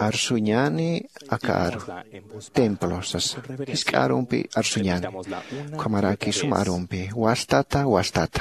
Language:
Aymara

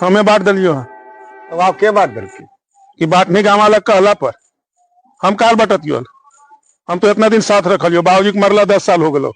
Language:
Magahi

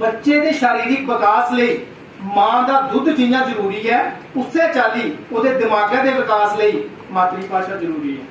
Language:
Dogri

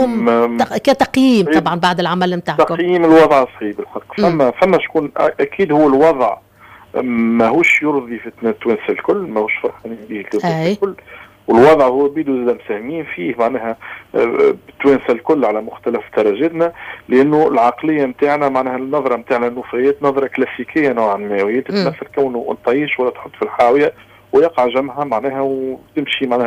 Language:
Tunisian Arabic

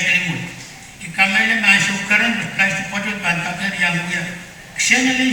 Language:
Pohnpeian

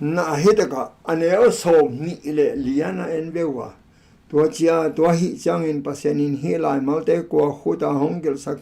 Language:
Tedim Chin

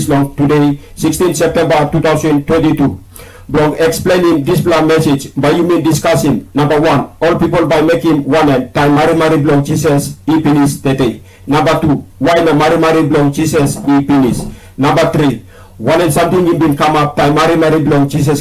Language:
Tok Pisin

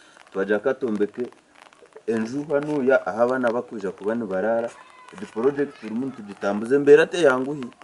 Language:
Nyankole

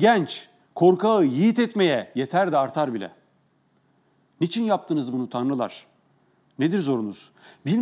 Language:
Turkish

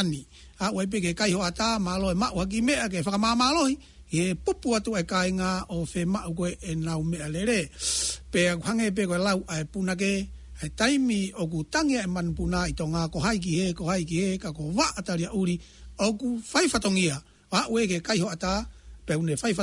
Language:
Tongan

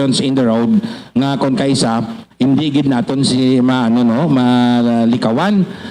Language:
Hiligaynon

